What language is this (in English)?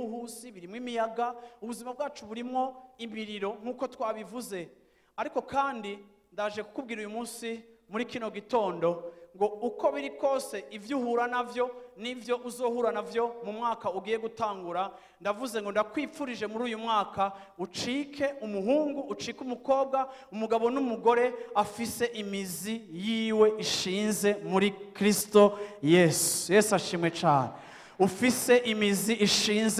Rundi